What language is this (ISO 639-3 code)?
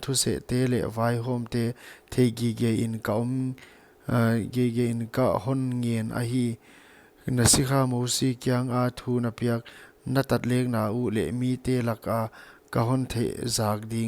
pck